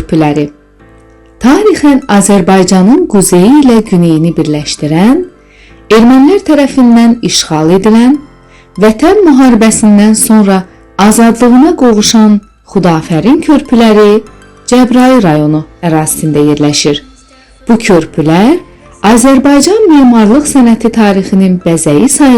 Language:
Azerbaijani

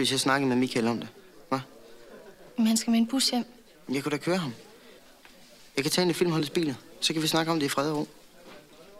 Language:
Danish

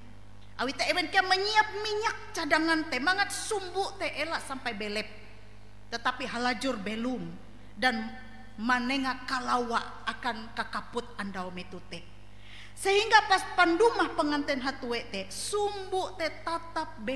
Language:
Ngaju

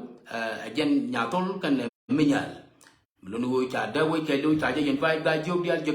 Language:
Nuer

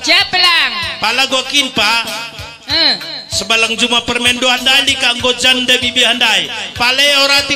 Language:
Batak Karo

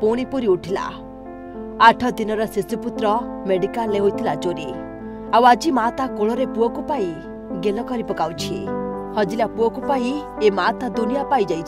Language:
Odia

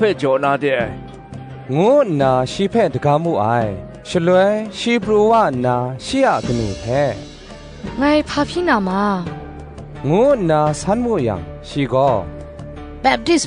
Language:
Kachin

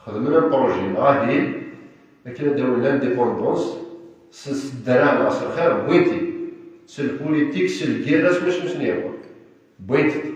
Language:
Kabyle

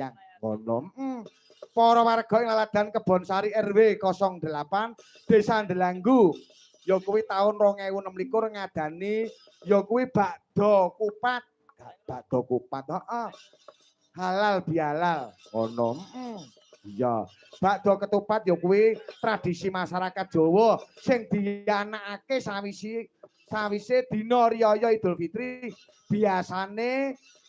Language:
Javanese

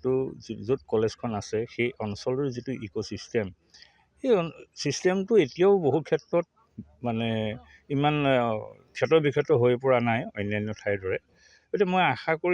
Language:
Assamese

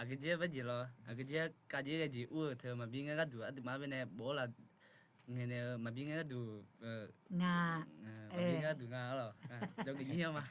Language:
Akha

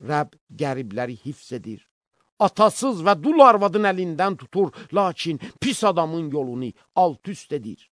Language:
Azerbaijani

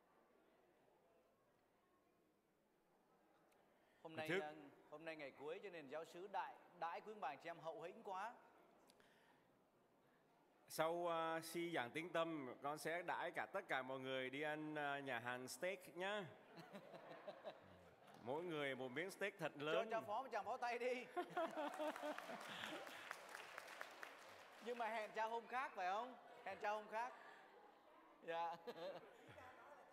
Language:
Vietnamese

